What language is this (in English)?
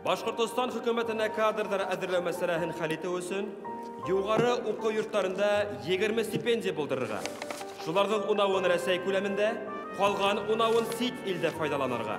Bashkir